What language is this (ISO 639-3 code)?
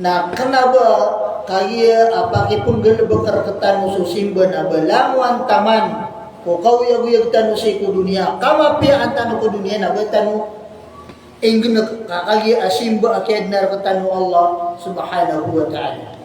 mrw